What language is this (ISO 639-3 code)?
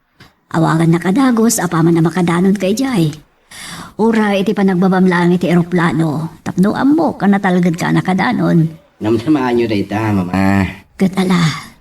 ilo